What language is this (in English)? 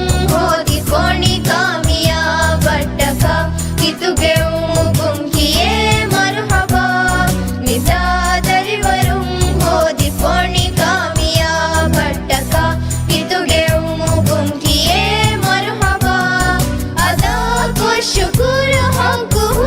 Divehi